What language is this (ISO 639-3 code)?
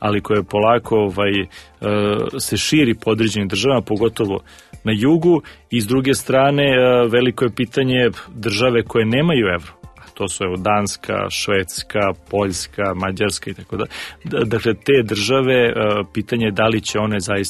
srp